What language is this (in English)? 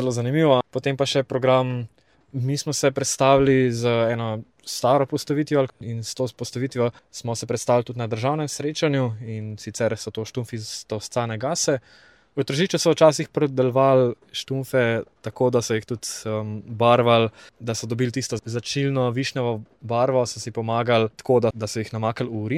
Slovenian